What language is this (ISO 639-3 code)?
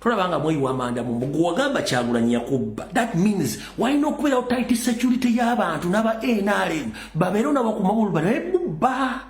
lug